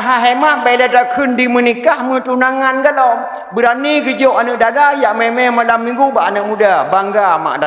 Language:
Achinese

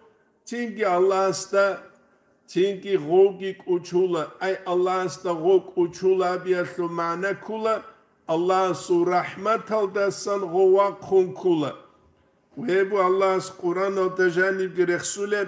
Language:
Avaric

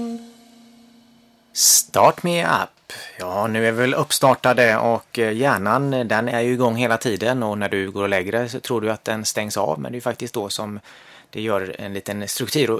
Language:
Swedish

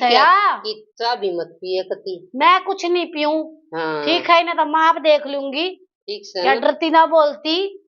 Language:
Haryanvi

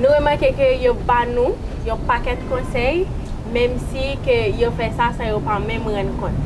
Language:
Haitian Creole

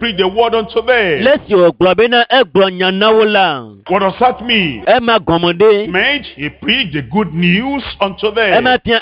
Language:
Ewe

